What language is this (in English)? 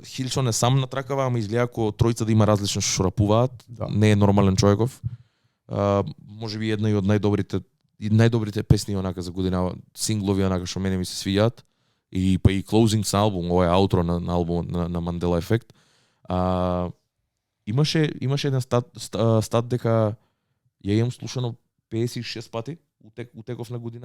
Macedonian